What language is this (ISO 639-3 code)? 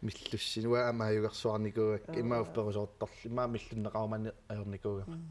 kal